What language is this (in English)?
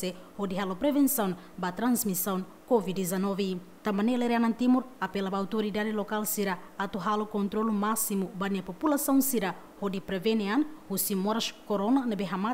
Tetum